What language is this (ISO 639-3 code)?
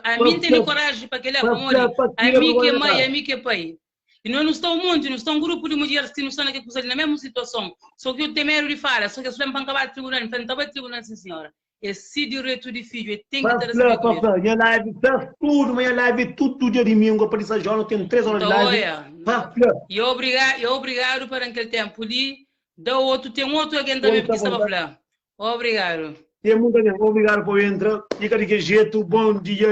kea